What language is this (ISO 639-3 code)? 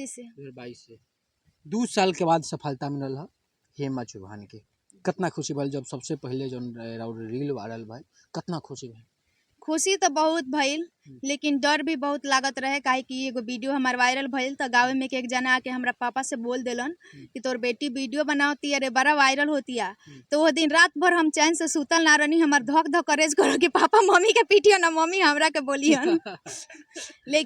bho